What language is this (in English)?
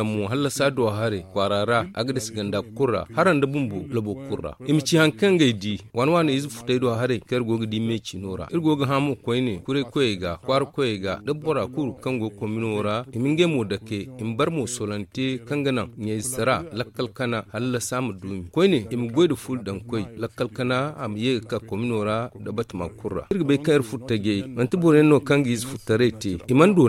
Zarma